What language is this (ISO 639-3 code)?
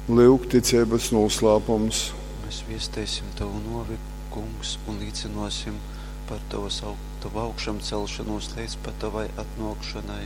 ltg